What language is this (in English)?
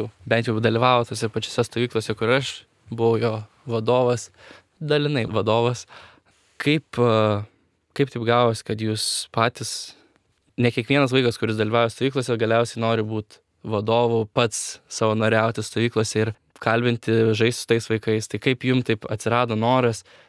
Lithuanian